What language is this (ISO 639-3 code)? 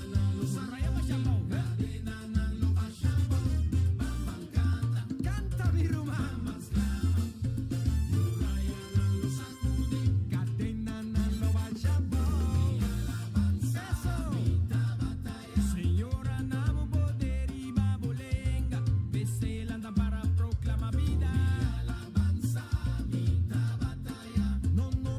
pap